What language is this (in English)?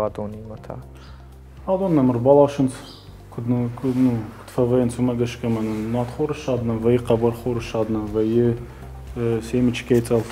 Ossetic